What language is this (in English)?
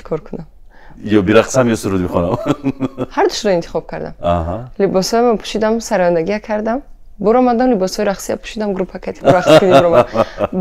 Tajik